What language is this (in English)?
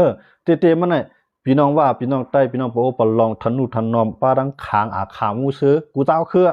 Shan